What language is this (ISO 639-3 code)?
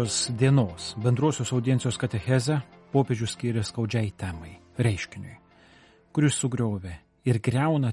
lit